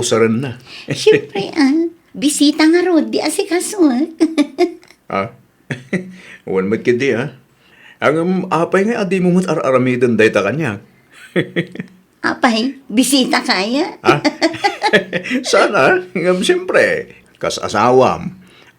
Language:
Iloko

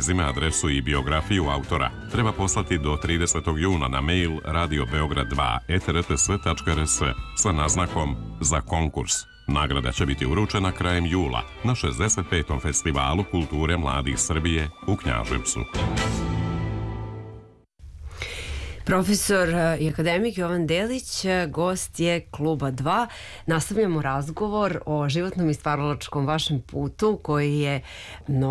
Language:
Serbian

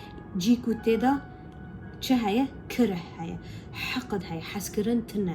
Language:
Kurdish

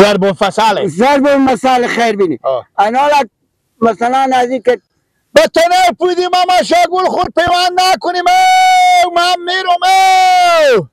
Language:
Persian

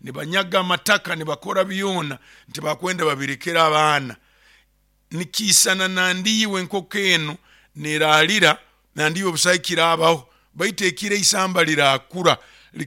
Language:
Nyoro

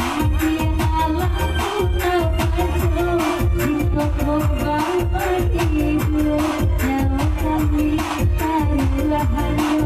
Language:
Minangkabau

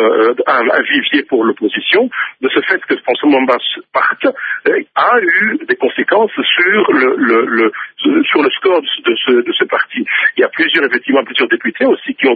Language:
French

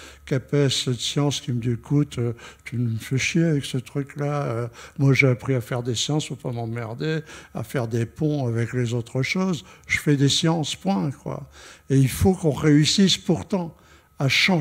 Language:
French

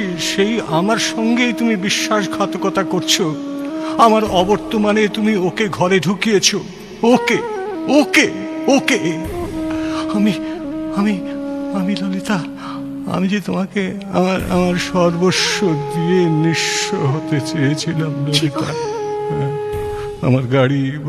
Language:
Bangla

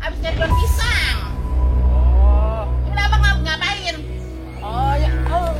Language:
Betawi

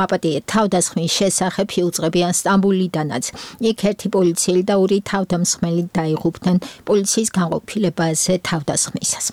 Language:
Georgian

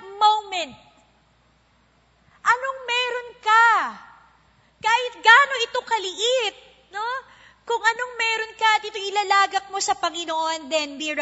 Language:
Filipino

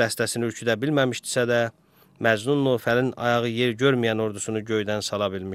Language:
Azerbaijani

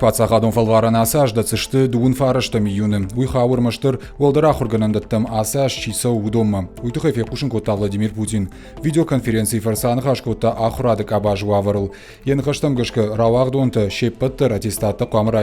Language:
Ossetic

